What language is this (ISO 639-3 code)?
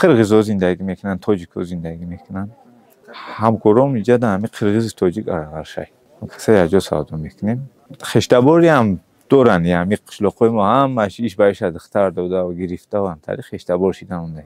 tgk